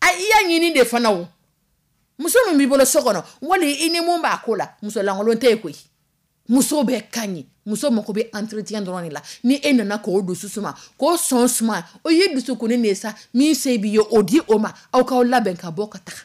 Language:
Dyula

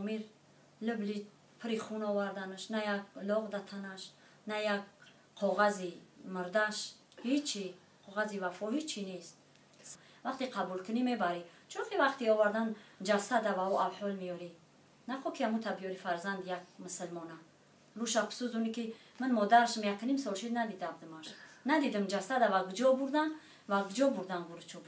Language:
Tajik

